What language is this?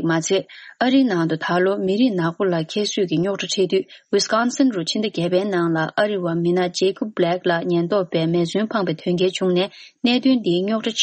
Tibetan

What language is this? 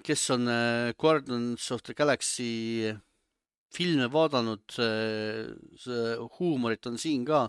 Estonian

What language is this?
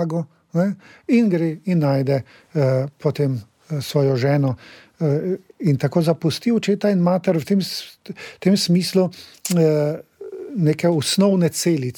Slovenian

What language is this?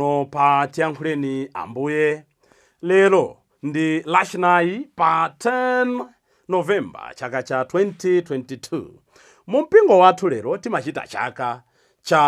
Nyanja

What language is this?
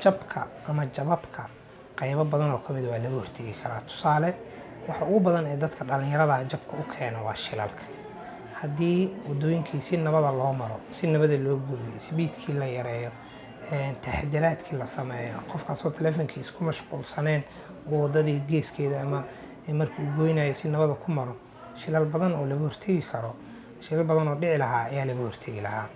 Somali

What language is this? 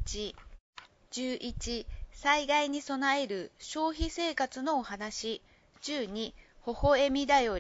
Japanese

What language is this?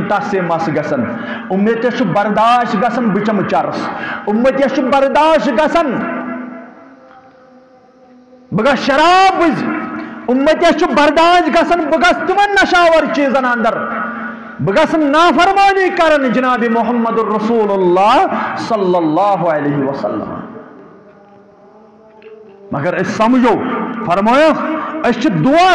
Kashmiri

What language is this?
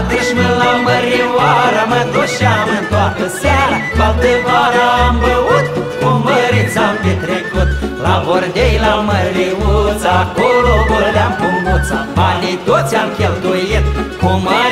Romanian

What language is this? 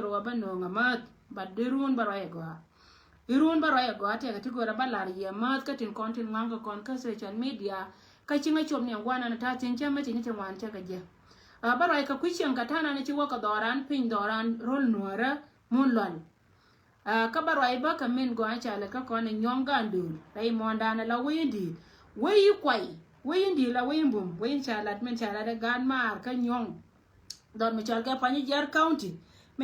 Nuer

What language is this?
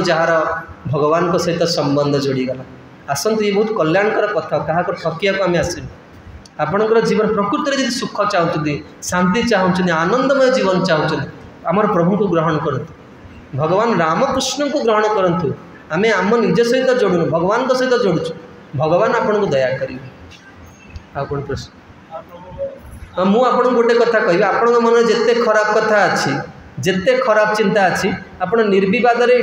Odia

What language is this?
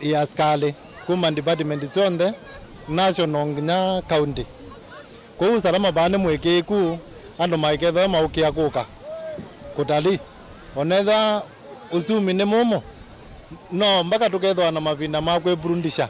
Kamba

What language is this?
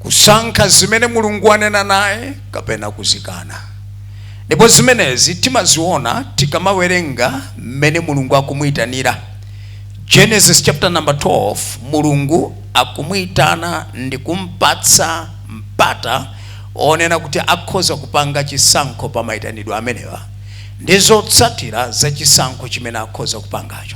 Nyanja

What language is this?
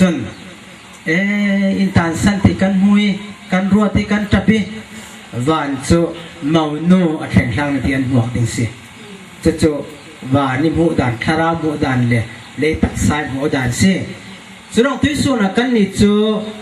Falam Chin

